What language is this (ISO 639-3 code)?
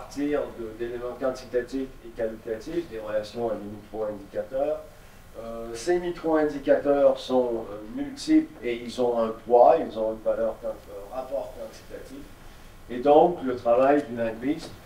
fra